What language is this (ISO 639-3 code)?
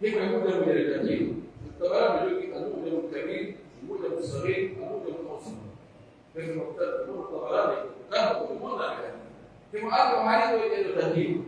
fuf